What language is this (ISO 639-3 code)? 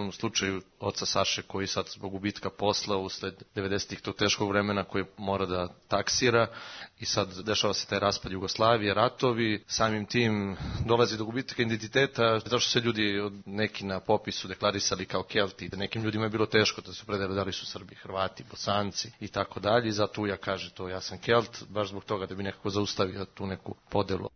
srp